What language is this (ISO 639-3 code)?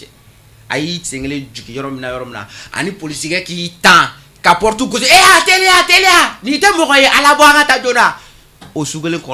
bam